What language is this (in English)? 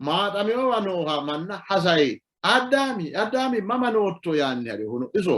Sidamo